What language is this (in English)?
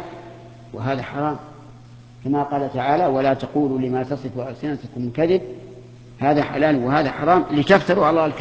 Arabic